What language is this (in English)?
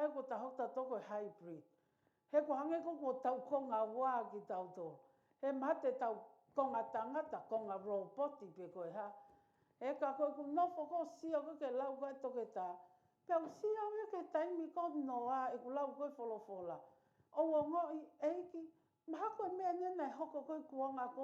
Tongan